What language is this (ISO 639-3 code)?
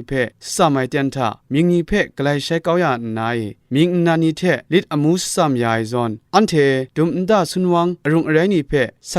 kac